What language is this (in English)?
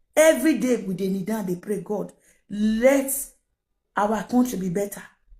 Nigerian Pidgin